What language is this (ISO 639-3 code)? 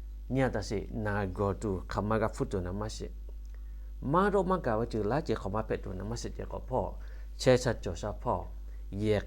lhu